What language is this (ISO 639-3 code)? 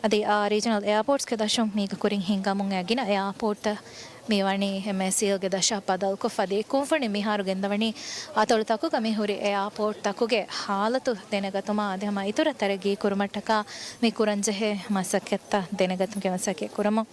div